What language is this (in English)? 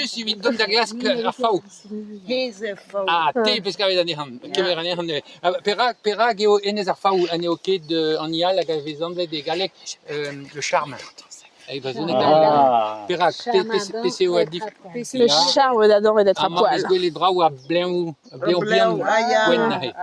Breton